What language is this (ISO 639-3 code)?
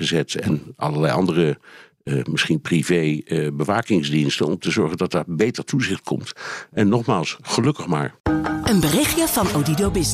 nld